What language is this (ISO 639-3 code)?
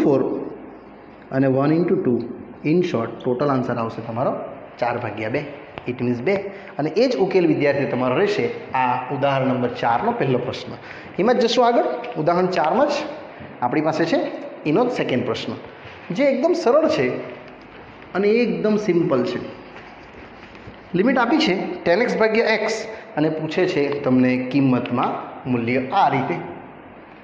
guj